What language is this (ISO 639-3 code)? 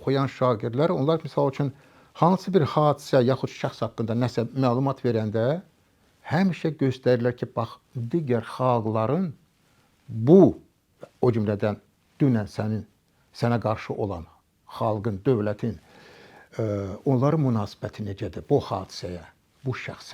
aze